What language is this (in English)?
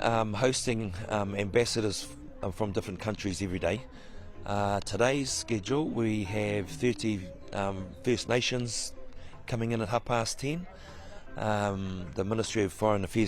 Māori